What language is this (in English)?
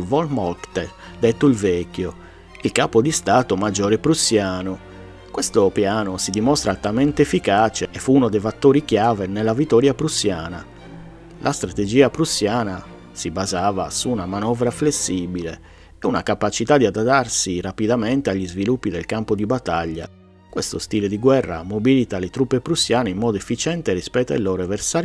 Italian